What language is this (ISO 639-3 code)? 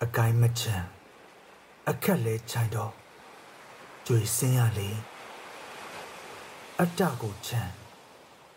mya